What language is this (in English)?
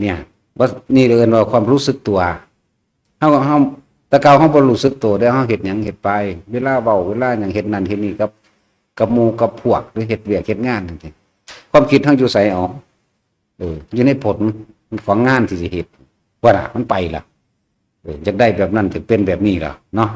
Northeastern Thai